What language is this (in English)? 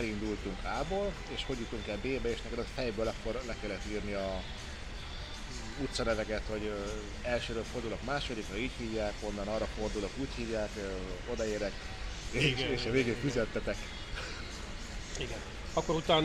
Hungarian